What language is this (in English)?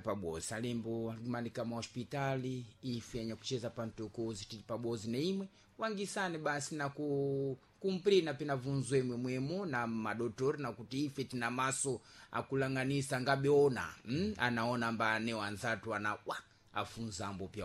Sena